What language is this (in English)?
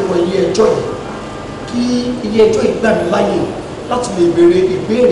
Yoruba